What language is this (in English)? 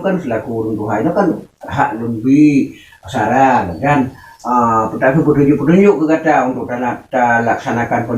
Achinese